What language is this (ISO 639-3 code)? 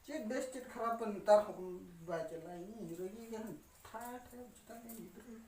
sat